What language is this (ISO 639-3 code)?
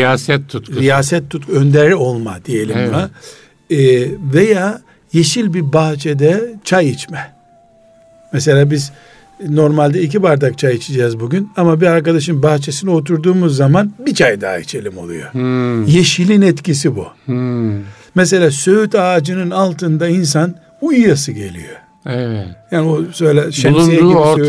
tur